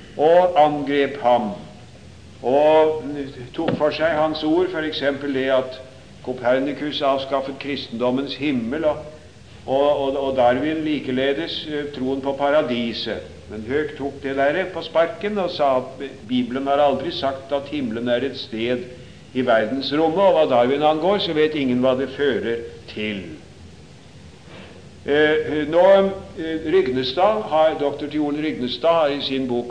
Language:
Norwegian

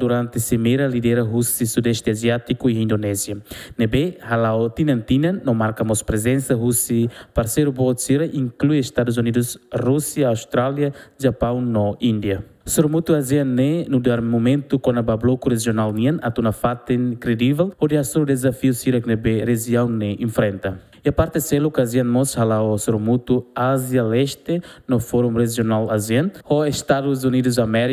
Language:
Tetum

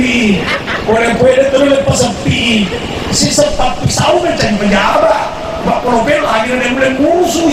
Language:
Buginese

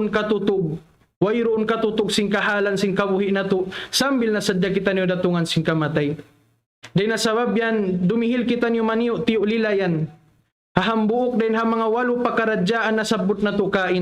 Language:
Tausug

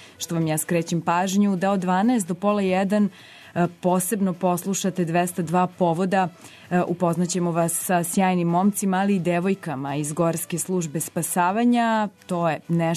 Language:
Serbian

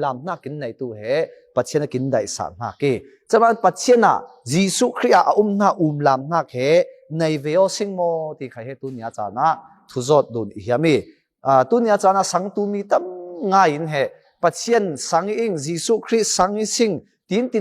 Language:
Falam Chin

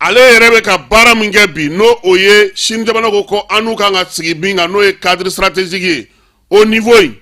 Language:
Bambara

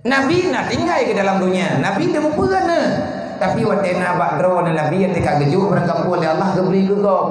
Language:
Achinese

